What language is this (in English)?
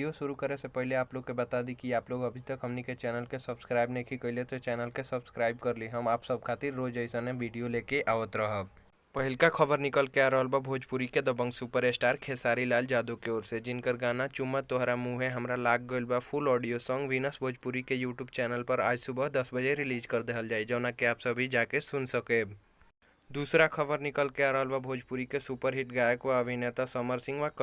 Bhojpuri